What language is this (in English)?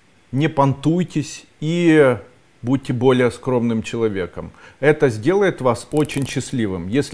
Russian